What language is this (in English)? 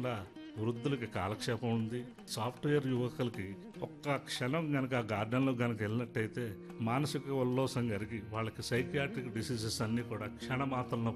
Telugu